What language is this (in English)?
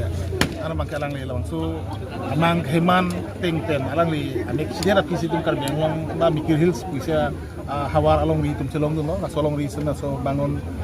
Karbi